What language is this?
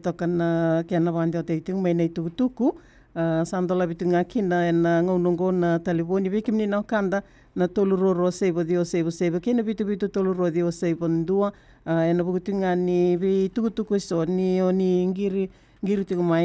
Fijian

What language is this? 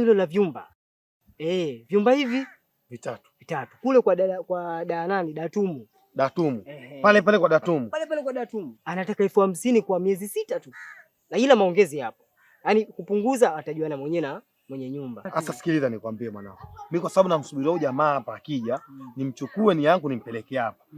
Swahili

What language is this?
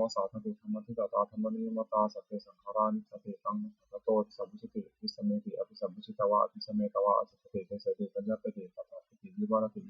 Pali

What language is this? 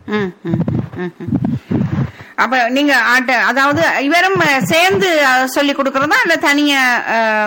Tamil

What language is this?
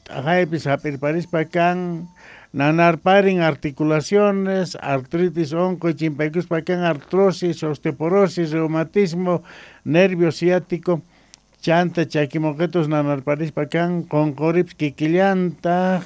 Quechua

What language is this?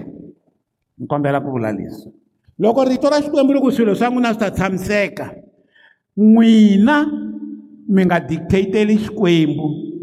Tsonga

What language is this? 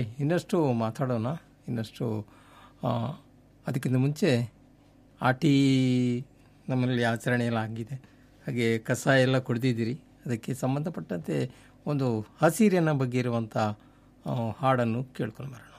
Kannada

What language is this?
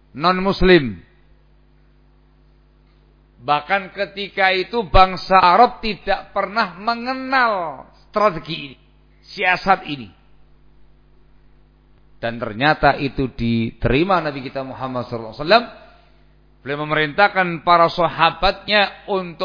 Indonesian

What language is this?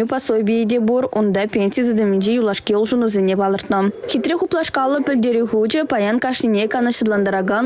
Chuvash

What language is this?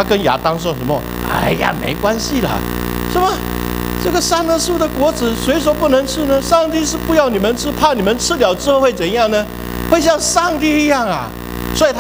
Chinese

